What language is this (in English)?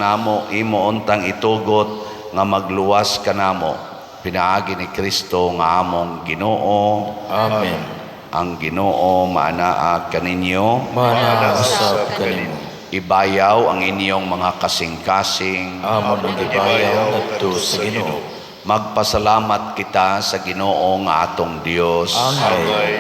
Cebuano